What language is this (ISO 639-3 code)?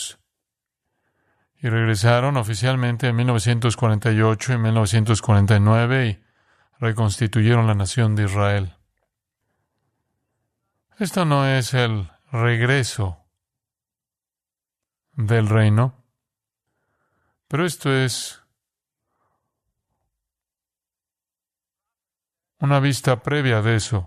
spa